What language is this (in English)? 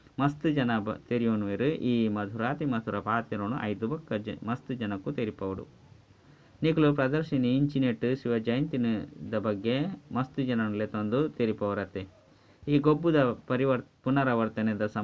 Tulu